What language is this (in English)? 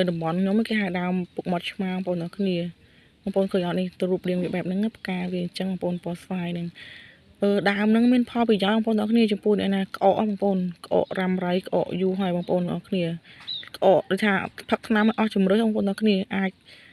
Khmer